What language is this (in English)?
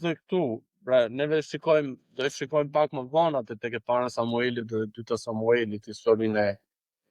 Albanian